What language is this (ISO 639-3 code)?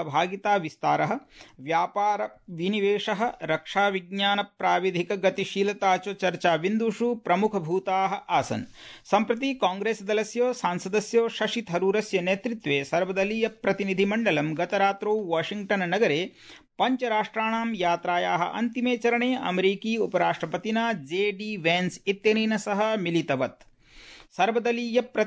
san